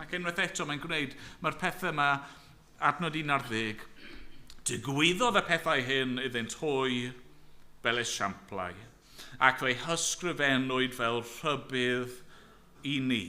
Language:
Welsh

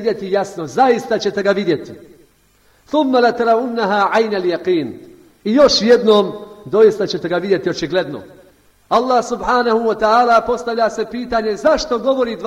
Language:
Bosnian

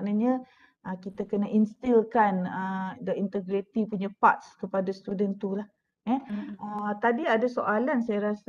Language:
Malay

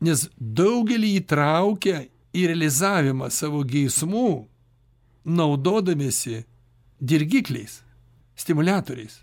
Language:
Lithuanian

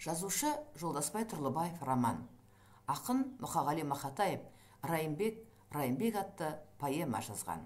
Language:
Kazakh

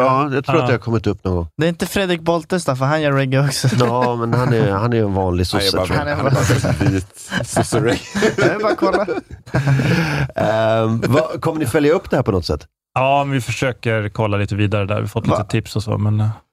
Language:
Swedish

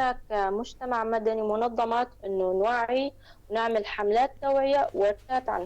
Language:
North Levantine Arabic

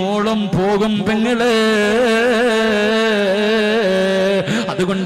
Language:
Malayalam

